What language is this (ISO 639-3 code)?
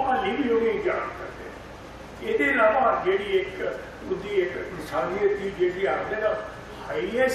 doi